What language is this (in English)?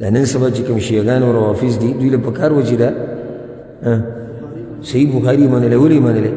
Pashto